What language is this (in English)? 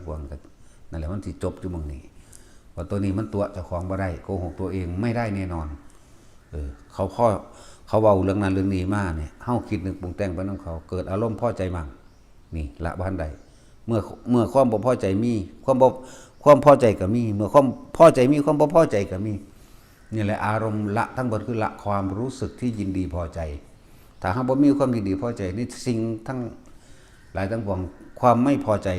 Northeastern Thai